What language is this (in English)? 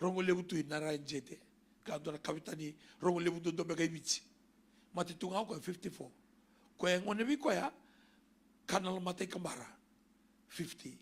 Fijian